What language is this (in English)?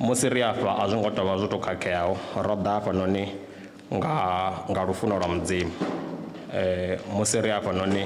Venda